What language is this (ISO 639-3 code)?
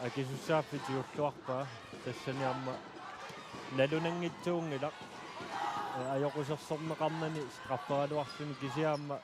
kal